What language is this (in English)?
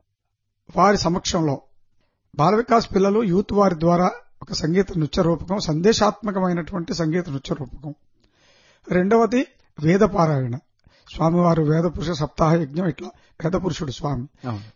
Telugu